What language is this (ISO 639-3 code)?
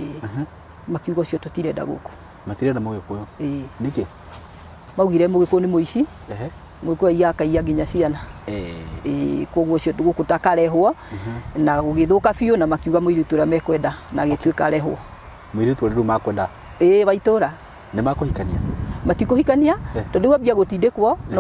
kik